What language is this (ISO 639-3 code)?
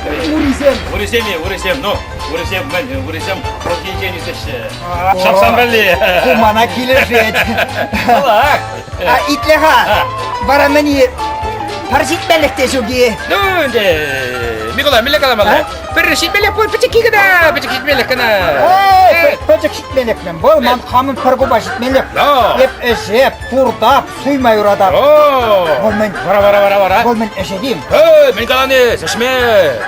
chv